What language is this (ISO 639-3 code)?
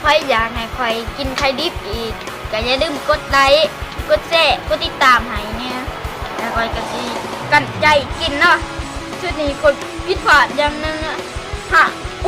lao